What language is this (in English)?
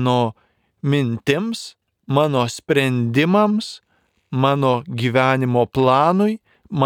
Lithuanian